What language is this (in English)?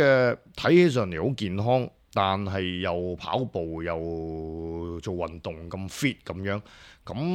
Cantonese